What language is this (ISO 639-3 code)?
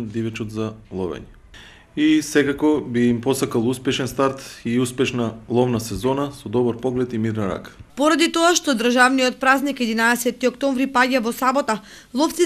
mkd